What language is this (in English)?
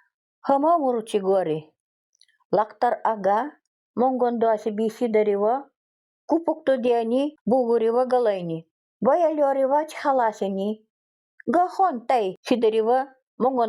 Nanai